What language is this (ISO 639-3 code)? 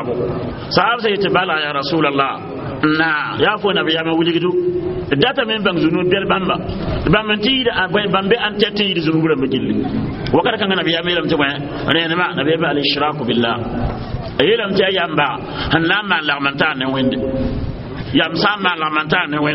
mos